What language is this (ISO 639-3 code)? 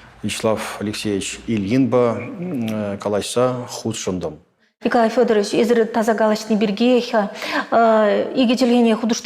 chv